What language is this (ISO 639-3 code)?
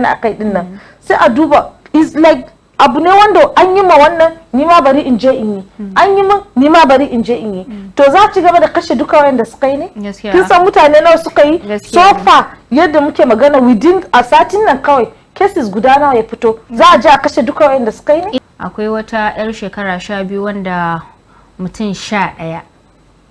hau